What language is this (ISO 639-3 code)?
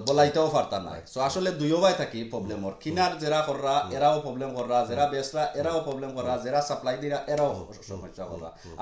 syl